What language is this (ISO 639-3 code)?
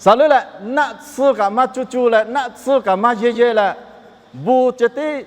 lhu